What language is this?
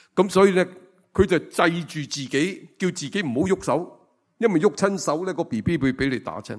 Cantonese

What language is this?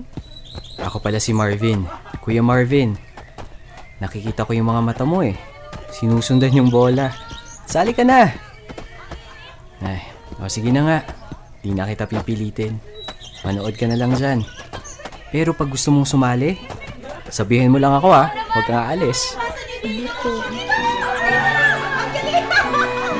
Filipino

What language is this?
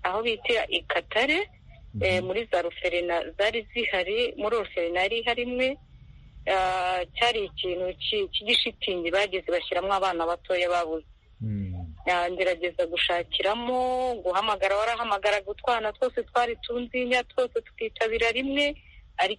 Kinyarwanda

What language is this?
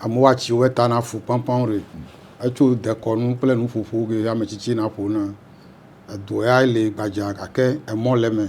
Ewe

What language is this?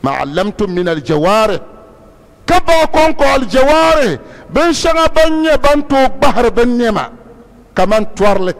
Dagbani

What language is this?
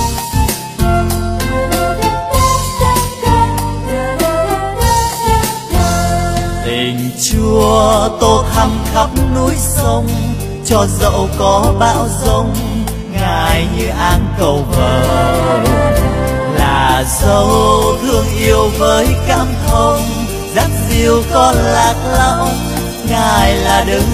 Vietnamese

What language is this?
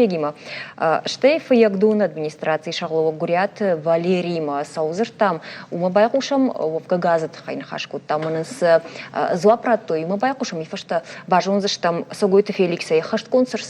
Ossetic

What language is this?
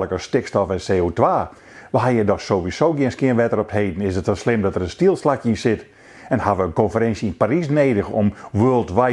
Western Frisian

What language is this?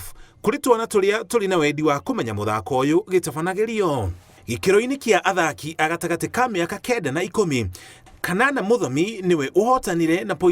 Kikuyu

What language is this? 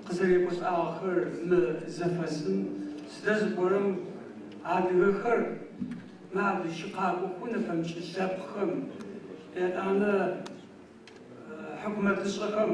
Adyghe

